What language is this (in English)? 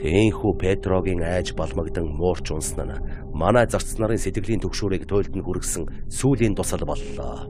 Mongolian